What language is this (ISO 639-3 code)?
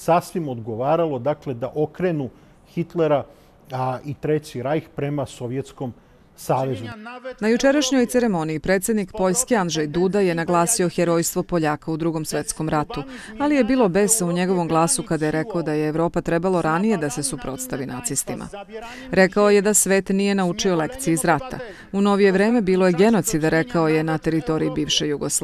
srp